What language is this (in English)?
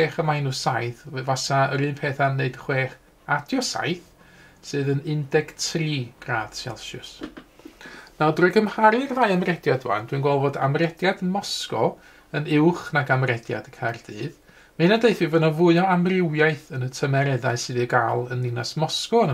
Welsh